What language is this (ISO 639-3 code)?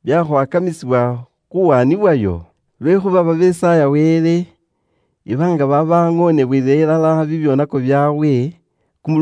luy